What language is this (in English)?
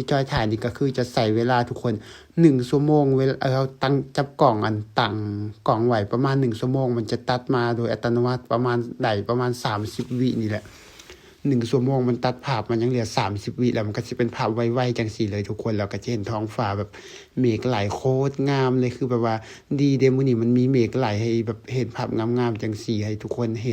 Lao